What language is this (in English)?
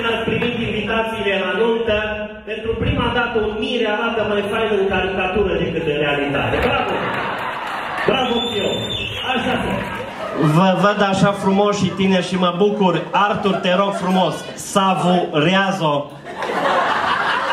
Romanian